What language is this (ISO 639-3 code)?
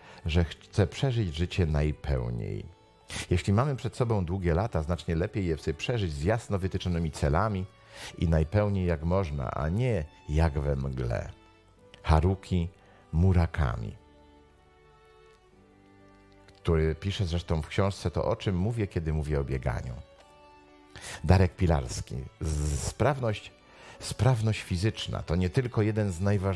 pol